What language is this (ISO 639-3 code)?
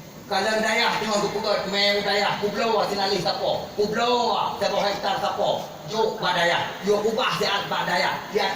ace